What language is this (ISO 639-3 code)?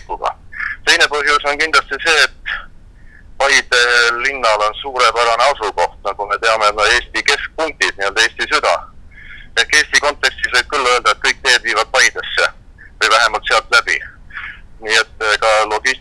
est